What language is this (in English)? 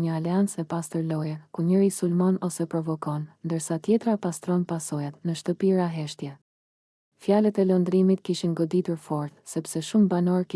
Albanian